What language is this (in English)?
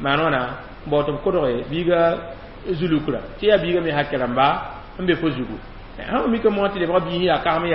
Mossi